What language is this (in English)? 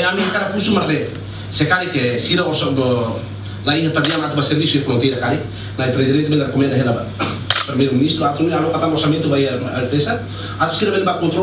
Tetum